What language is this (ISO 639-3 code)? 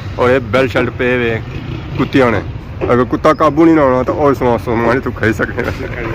phr